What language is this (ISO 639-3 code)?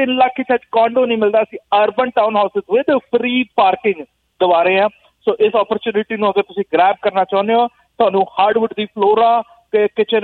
pan